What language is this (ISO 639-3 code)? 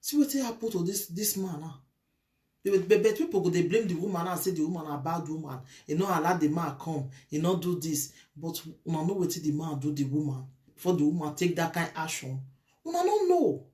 pcm